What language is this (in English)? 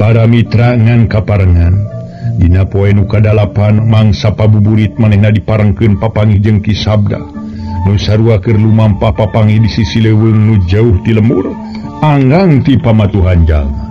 Sundanese